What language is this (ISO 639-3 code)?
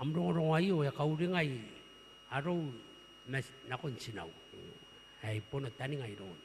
gil